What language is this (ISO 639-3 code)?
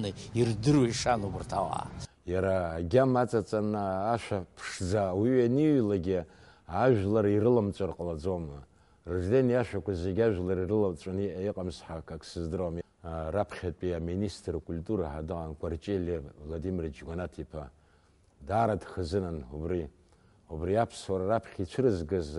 abk